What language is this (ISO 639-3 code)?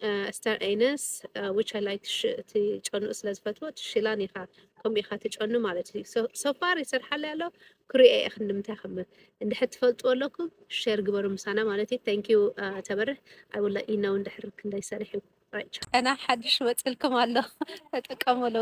tir